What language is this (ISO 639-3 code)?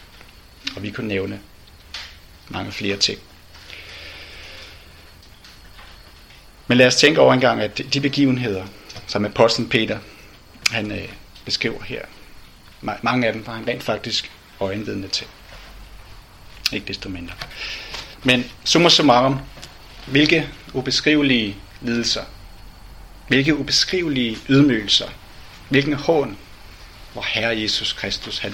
dan